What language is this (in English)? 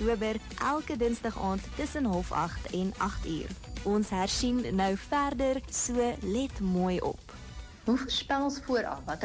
Afrikaans